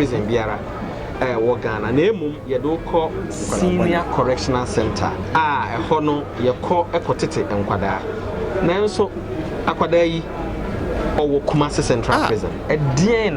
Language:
Akan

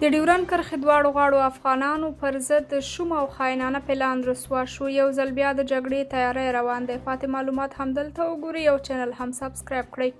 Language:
Pashto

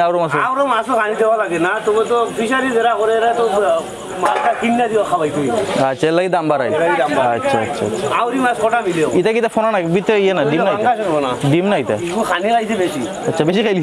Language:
Sylheti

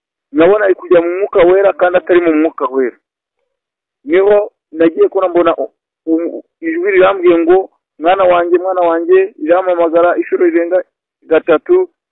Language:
Kinyarwanda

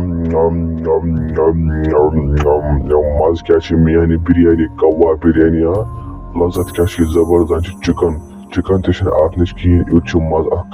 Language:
Kashmiri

